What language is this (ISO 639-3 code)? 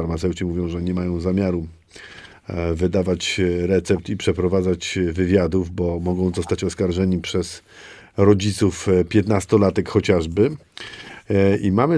pol